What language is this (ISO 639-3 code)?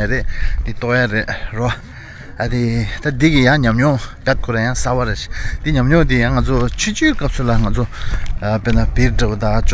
bod